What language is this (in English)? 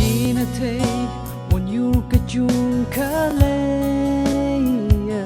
Tangkhul Naga (India)